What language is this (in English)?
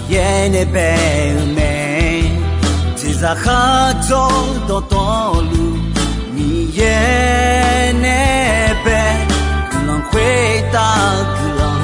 Akha